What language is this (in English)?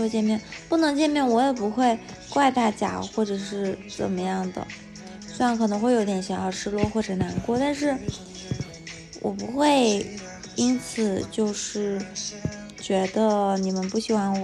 Chinese